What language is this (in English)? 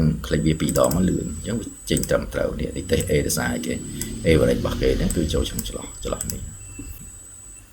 Khmer